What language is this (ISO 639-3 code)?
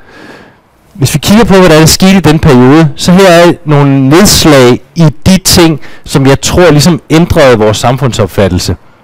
dan